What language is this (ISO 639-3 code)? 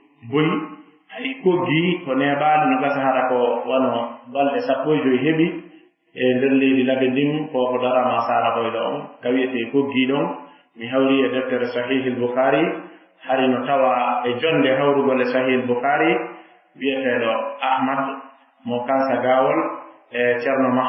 ful